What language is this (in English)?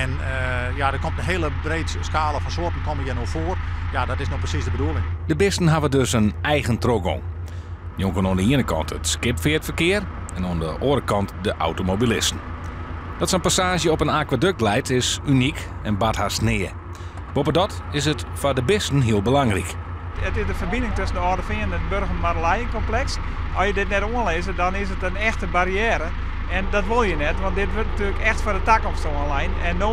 Western Frisian